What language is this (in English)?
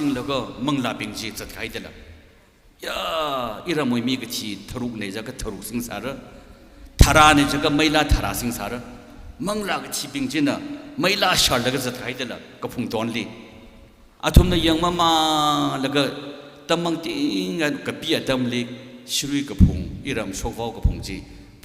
Tangkhul Naga (India)